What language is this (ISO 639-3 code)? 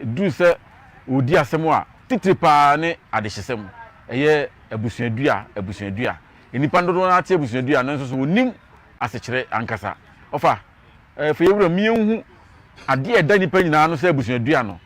aka